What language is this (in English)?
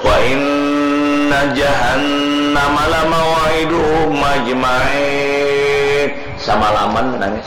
Banjar